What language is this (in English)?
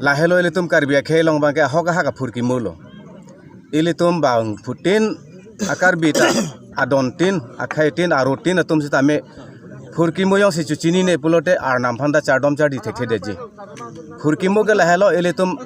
Karbi